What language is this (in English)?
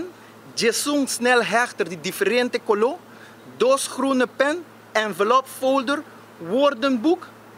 Papiamento